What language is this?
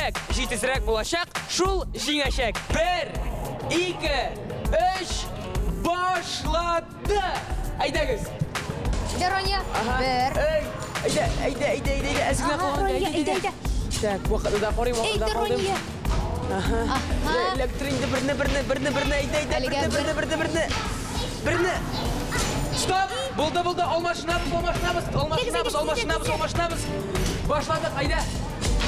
Tatar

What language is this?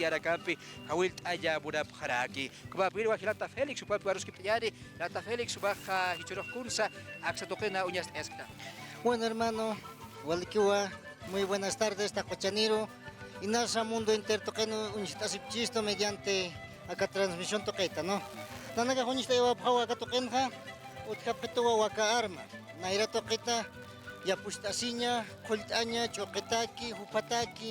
Aymara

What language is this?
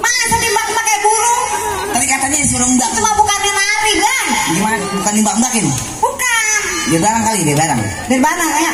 Betawi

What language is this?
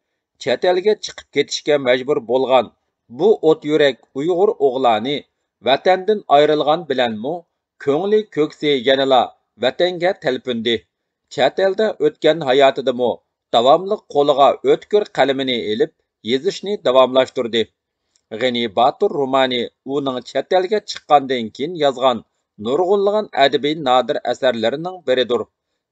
Uyghur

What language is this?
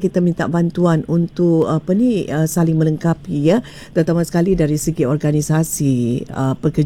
Malay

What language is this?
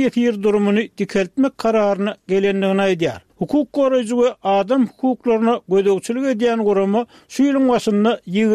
Turkmen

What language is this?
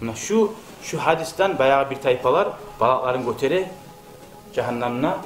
Kumyk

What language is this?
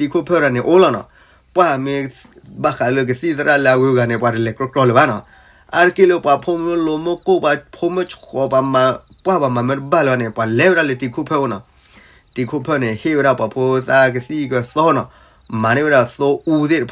S'gaw Karen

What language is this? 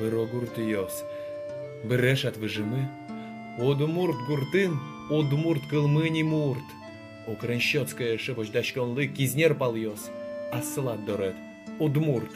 Udmurt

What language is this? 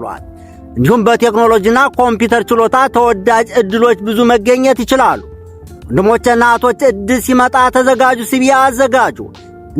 Amharic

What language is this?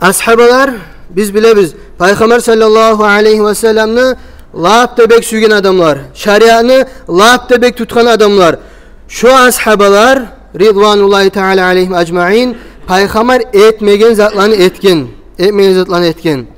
Kumyk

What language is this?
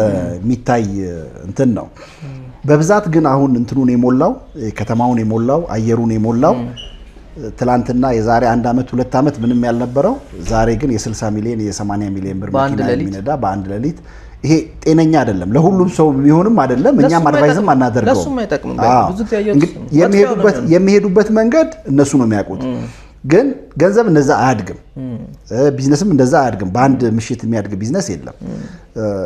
Amharic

